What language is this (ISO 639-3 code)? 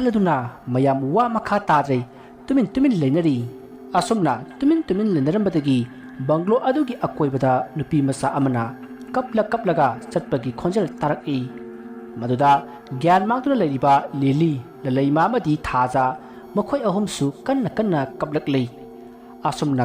mni